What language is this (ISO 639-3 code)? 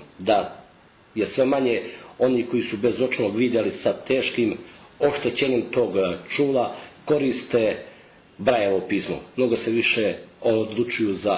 srp